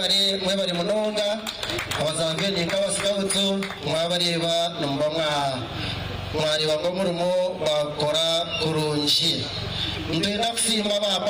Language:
Nyankole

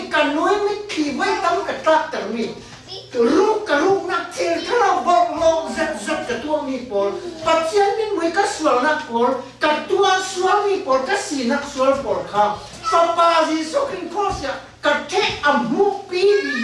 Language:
Falam Chin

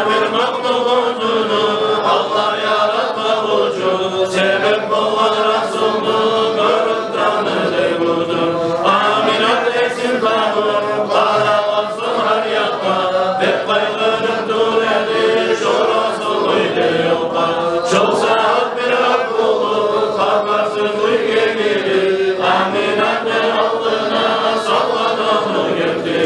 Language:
Kumyk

